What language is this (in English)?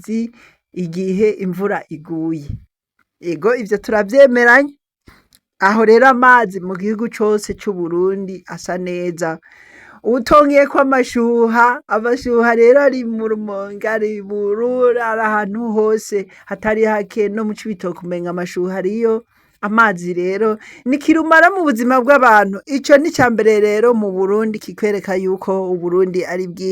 Rundi